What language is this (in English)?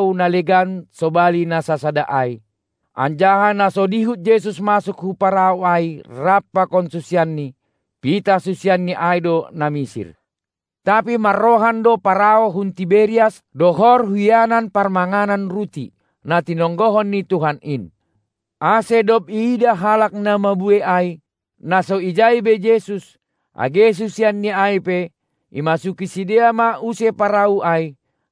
Batak Simalungun